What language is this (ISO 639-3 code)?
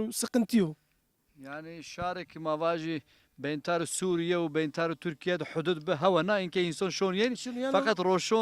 zza